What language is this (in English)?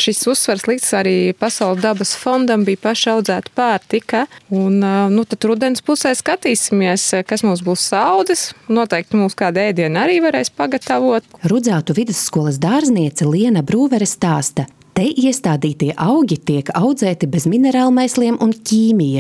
Latvian